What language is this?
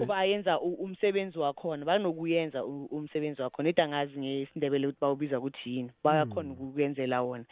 South Ndebele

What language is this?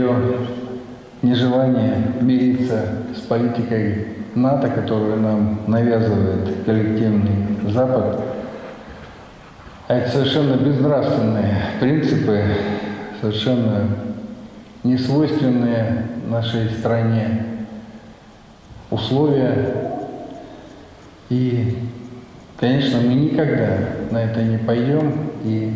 Russian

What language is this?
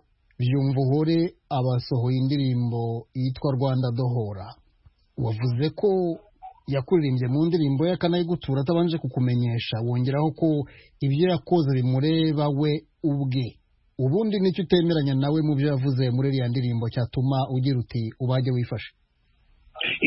Kinyarwanda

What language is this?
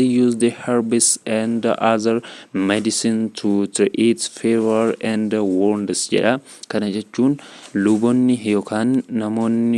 Oromo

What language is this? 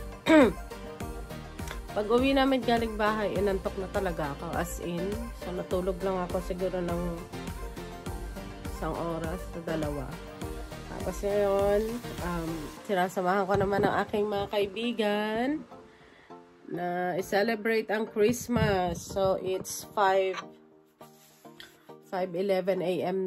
Filipino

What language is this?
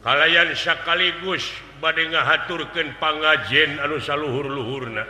Sundanese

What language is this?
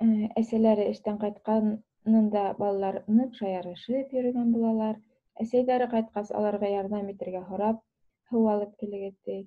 Bashkir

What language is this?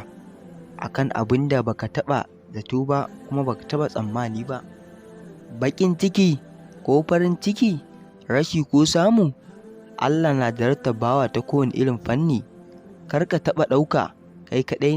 Hausa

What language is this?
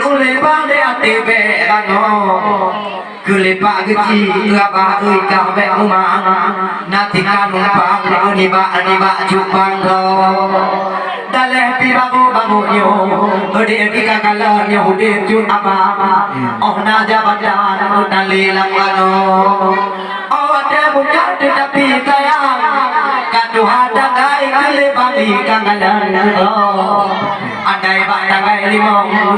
Achinese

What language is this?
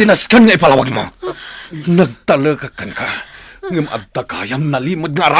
Iloko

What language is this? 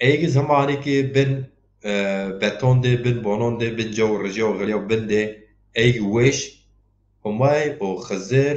Zaza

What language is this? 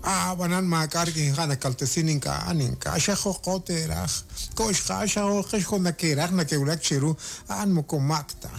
Kekchí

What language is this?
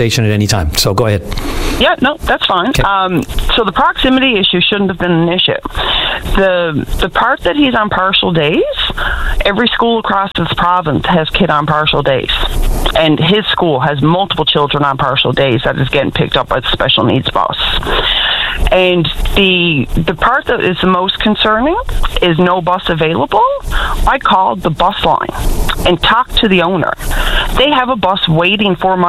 English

